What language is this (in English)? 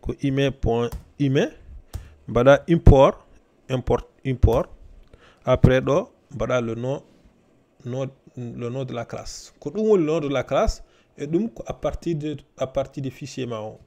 Fula